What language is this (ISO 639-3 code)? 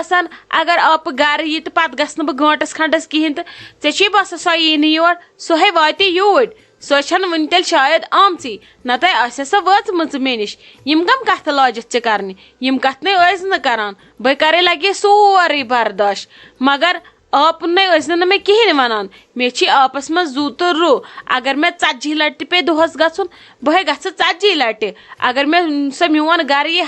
kas